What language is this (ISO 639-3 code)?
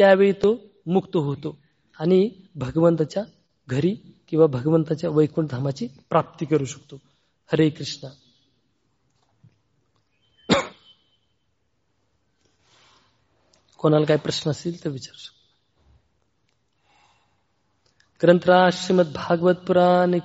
mar